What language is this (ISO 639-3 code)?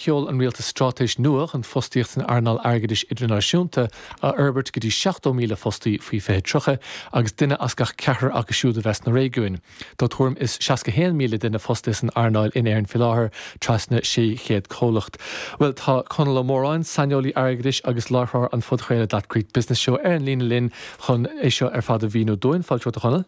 gle